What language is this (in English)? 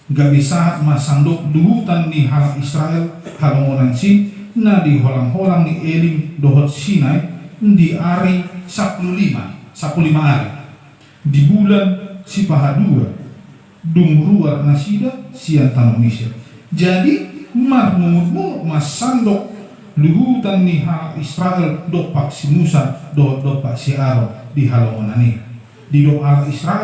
Batak Toba